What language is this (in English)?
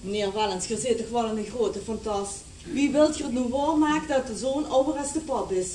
Limburgish